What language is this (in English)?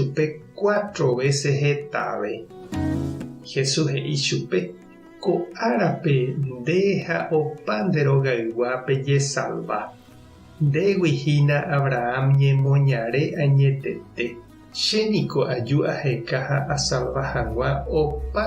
Guarani